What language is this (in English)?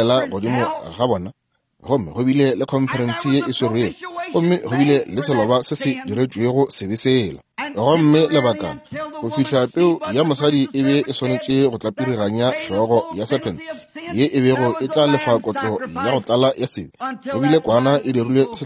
Northern Sotho